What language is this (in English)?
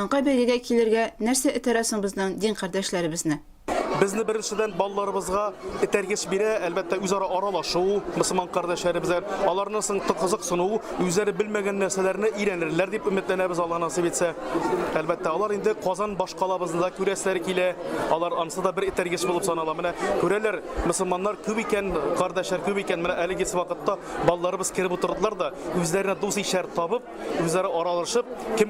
Tatar